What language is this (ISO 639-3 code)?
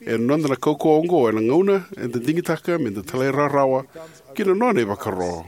fij